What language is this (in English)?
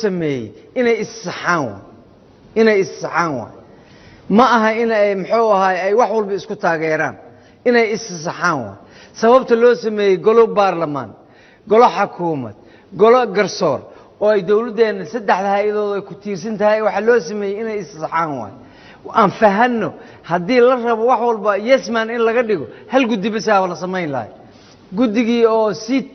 Somali